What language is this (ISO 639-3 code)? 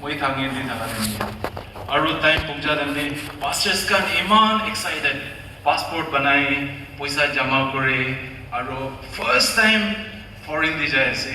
nag